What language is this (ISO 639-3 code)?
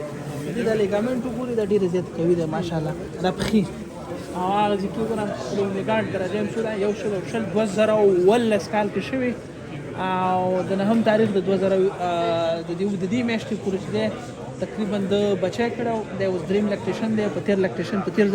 pus